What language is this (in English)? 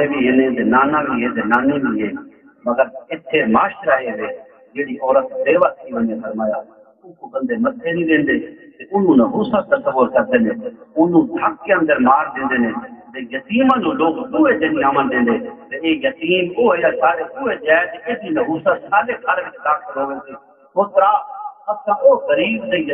Saraiki